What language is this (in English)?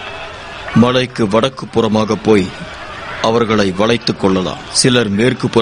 Tamil